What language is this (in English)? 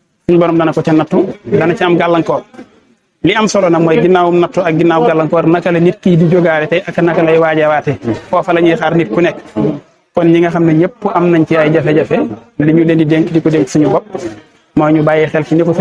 Wolof